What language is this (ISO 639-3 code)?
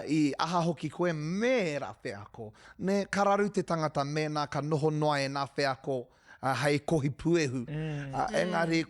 mri